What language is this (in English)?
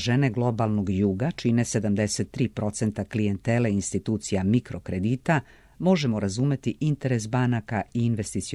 Serbian